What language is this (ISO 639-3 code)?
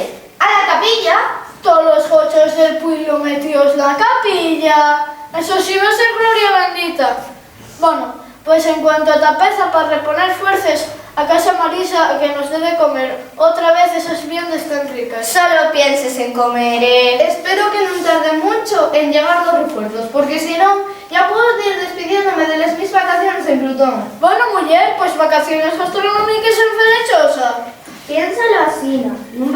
ast